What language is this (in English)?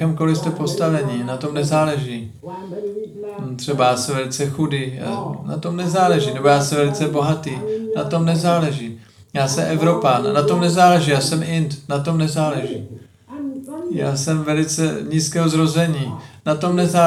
Czech